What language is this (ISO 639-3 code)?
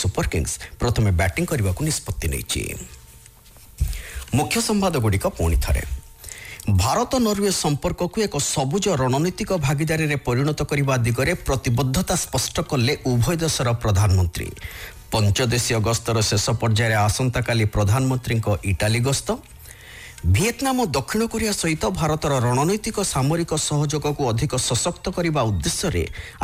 ori